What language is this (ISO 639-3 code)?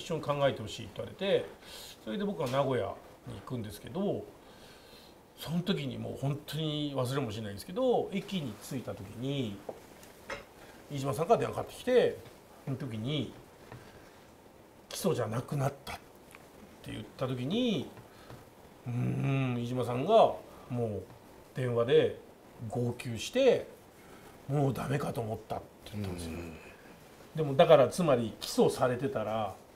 jpn